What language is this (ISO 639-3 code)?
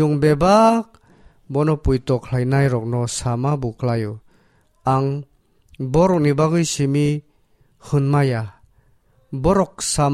trp